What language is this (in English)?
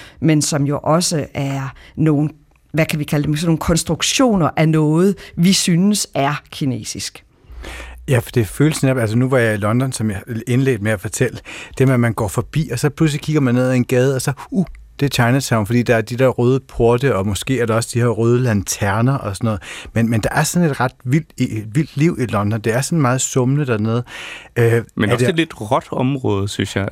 Danish